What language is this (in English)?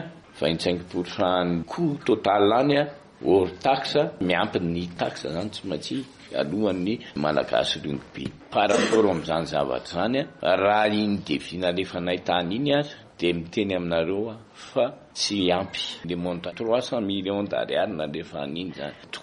Malagasy